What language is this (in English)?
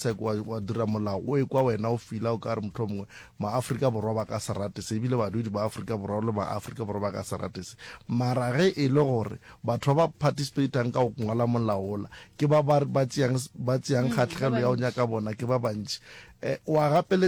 Northern Sotho